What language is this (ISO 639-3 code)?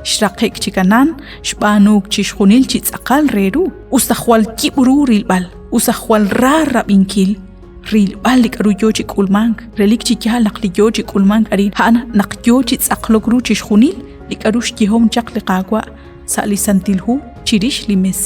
kek